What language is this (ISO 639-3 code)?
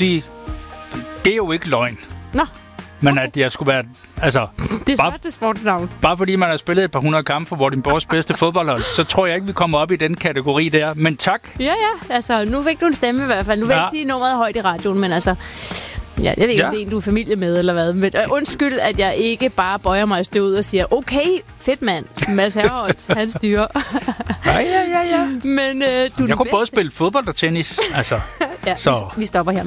dan